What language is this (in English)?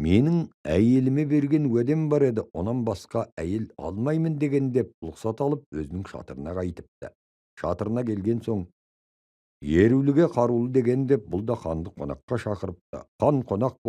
Kazakh